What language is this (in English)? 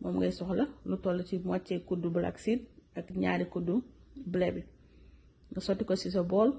Wolof